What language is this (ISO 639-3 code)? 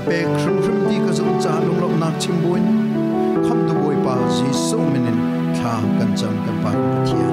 cfm